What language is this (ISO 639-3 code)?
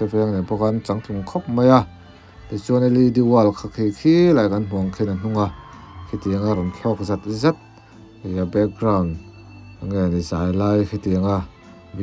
lus